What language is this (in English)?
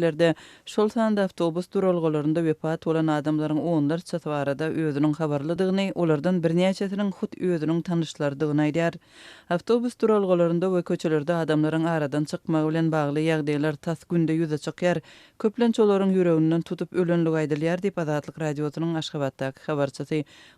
Turkmen